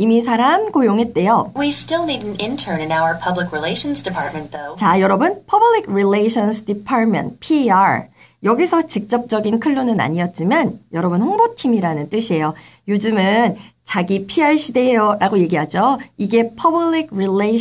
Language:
Korean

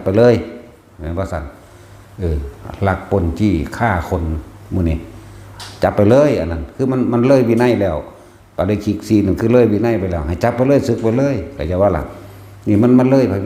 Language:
Northeastern Thai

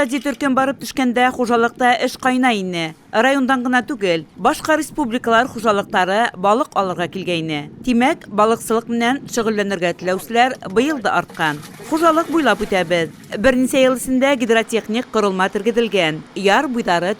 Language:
Bashkir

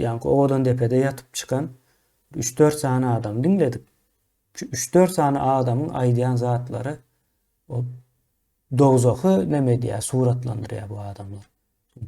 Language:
Turkmen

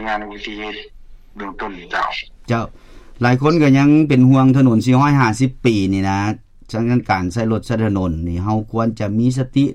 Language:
Lao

